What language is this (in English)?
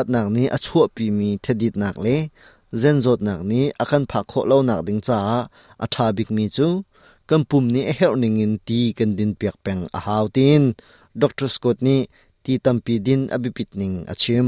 Hakha Chin